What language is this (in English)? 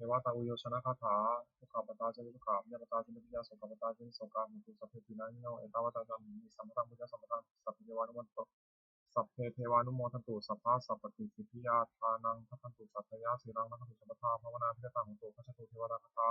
Pali